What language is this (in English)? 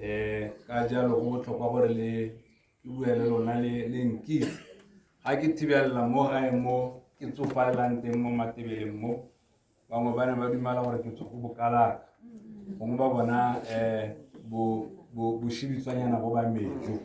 Tswana